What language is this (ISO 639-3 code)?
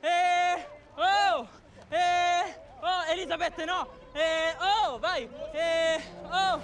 roh